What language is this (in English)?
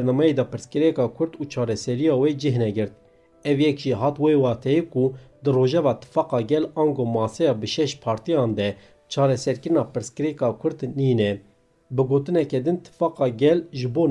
Kurdish